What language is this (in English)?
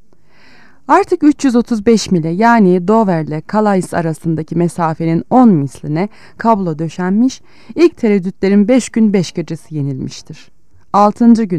Turkish